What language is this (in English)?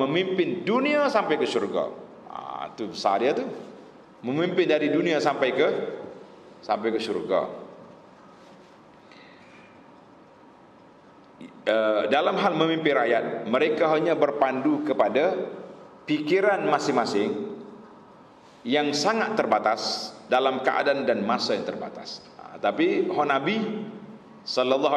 Malay